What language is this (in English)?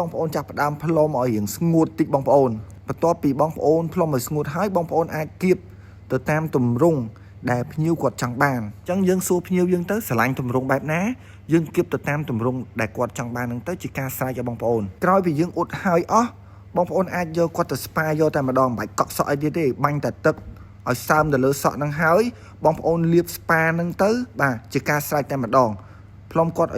Khmer